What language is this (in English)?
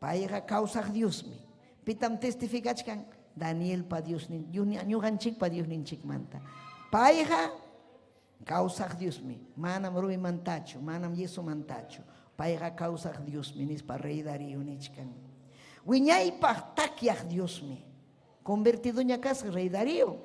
Ayacucho Quechua